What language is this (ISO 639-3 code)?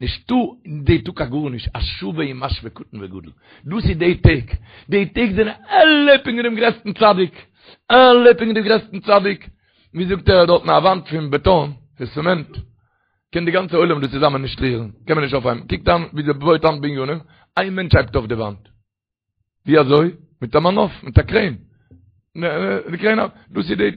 yid